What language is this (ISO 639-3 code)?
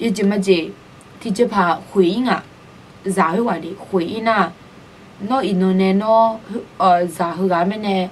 ahk